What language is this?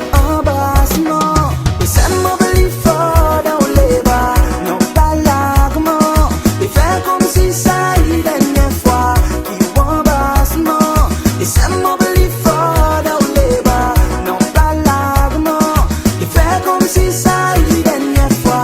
Seselwa Creole French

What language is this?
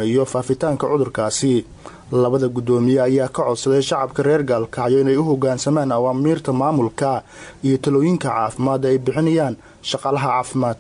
Somali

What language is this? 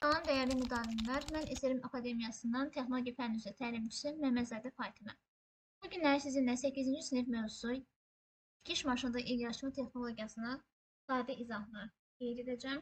Azerbaijani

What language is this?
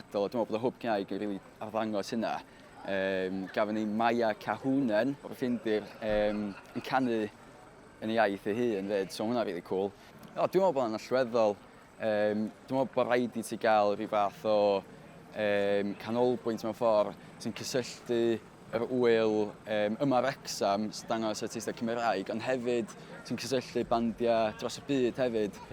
Welsh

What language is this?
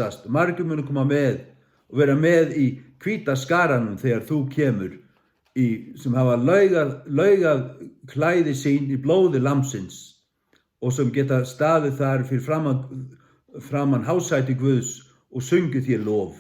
Faroese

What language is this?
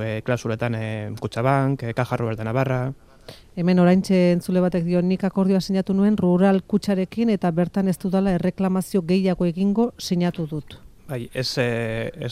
Basque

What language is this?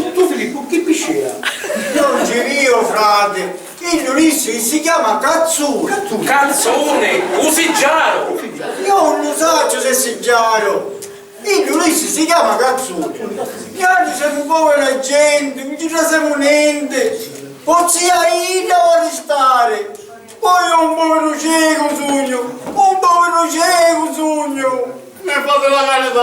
Sicilian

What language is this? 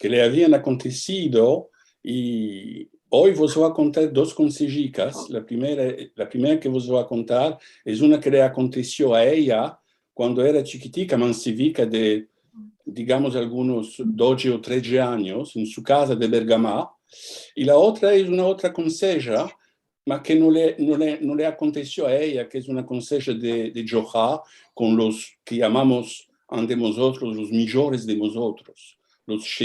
Ladino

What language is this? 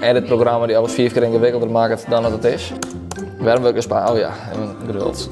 Western Frisian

